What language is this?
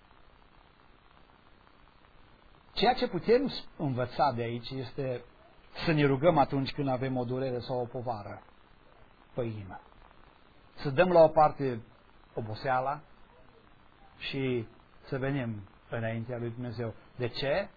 Romanian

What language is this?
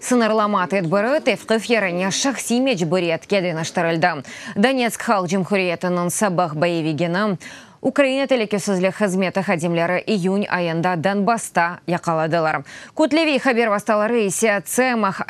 Crimean Tatar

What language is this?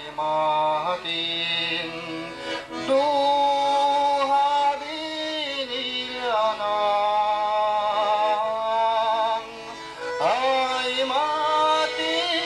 Yakut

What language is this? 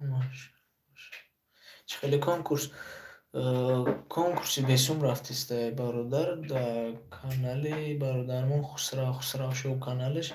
Tajik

